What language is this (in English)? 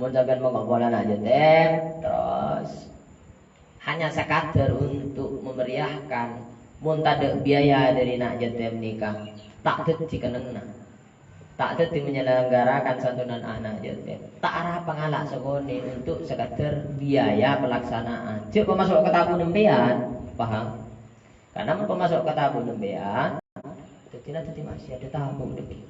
Madurese